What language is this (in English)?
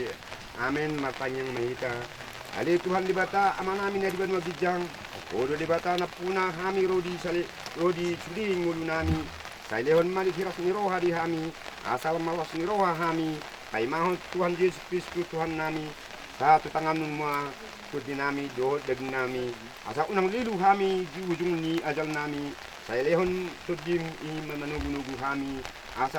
Batak Toba